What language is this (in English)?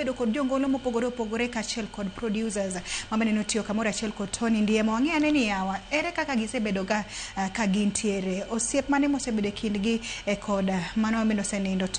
Luo (Kenya and Tanzania)